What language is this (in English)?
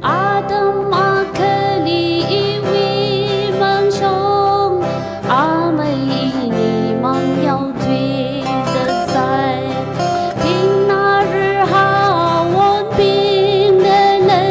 Tangkhul Naga (India)